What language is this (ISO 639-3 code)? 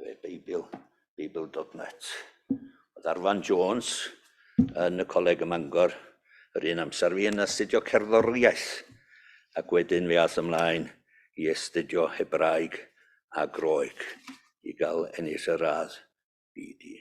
cym